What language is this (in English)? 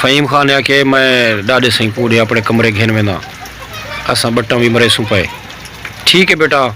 Saraiki